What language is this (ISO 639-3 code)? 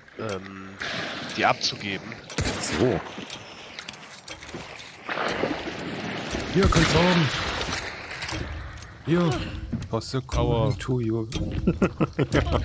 deu